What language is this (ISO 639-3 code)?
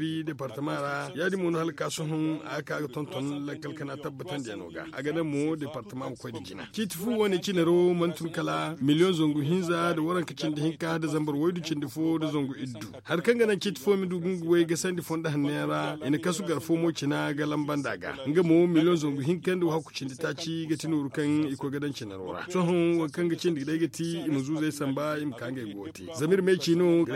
dje